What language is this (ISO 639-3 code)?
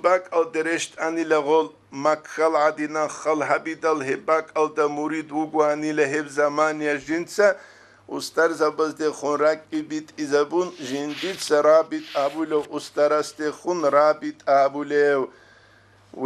ava